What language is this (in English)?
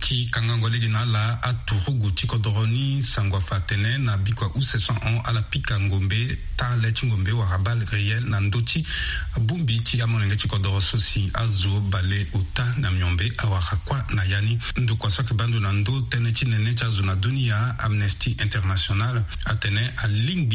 Sango